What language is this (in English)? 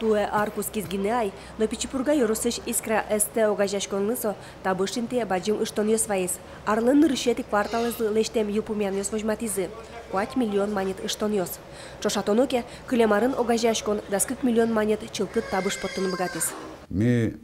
Udmurt